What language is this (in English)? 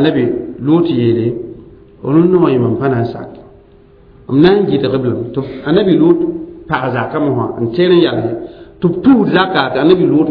Mossi